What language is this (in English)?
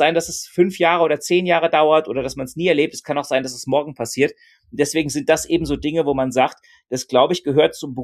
German